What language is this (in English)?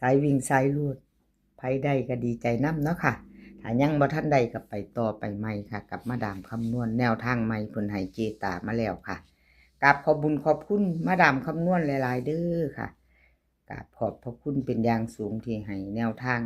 Northeastern Thai